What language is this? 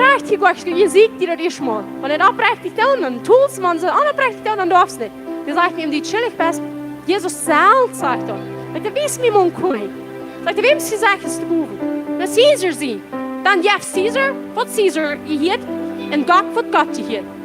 Plautdietsch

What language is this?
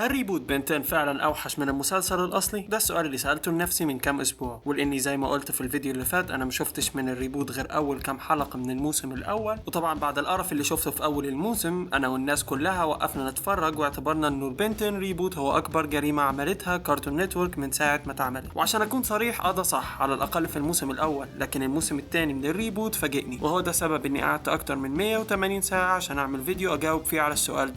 Egyptian Arabic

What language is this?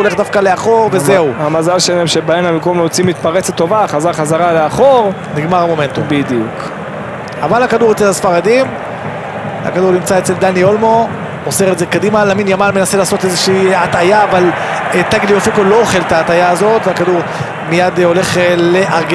Hebrew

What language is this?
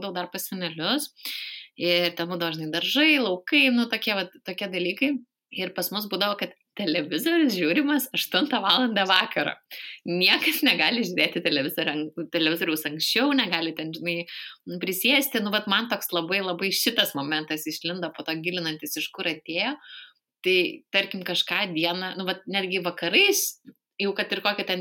Lithuanian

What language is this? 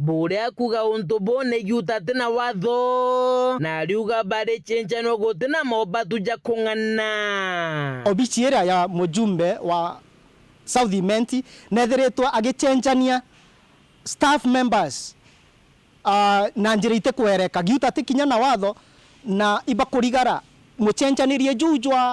Meru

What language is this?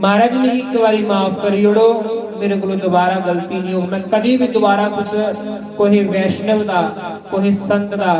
Dogri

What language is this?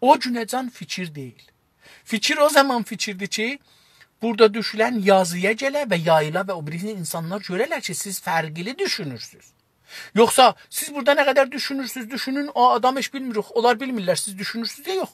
South Azerbaijani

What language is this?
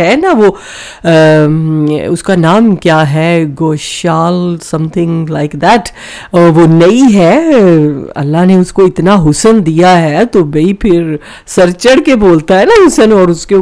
Urdu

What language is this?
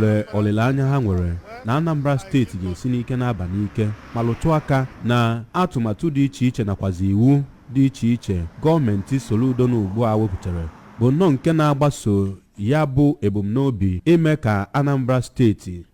Igbo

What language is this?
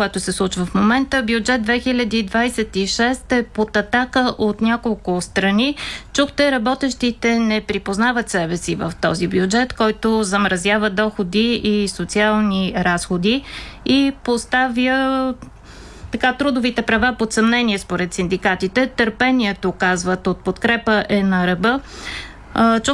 Bulgarian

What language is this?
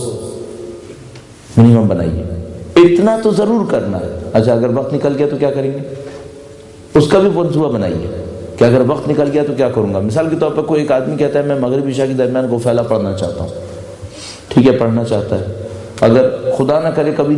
Urdu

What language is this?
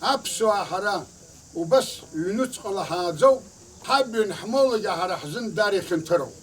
Abkhazian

